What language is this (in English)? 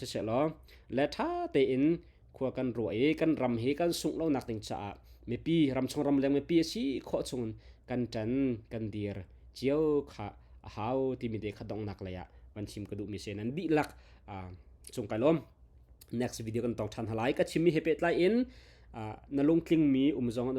Hakha Chin